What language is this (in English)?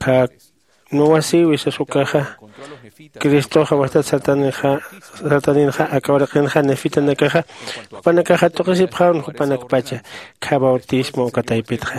Aymara